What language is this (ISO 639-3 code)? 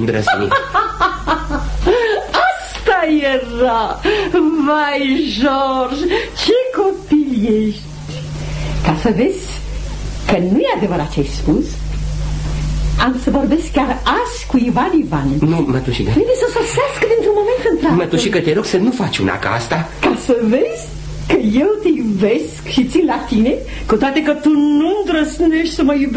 ron